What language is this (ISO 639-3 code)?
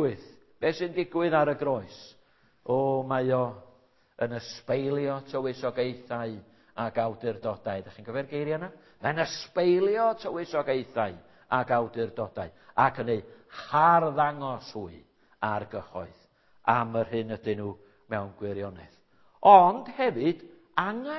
cym